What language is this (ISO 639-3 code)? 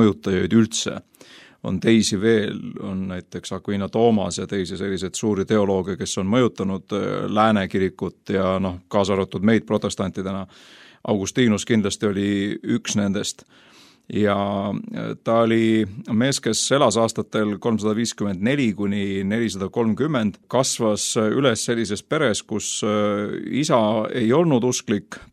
est